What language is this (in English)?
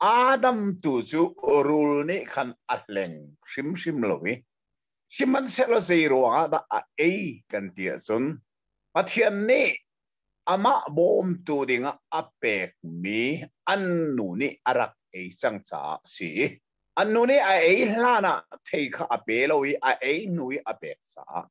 Hakha Chin